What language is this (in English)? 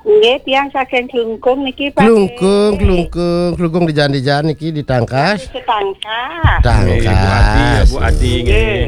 Balinese